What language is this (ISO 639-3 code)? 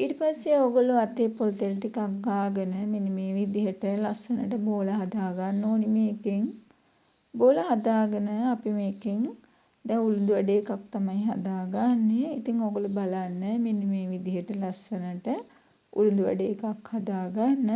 sin